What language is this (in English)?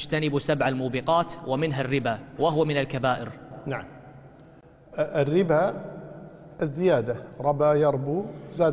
Arabic